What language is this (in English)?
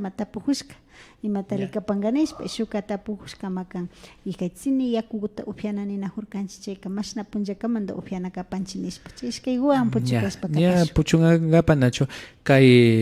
Imbabura Highland Quichua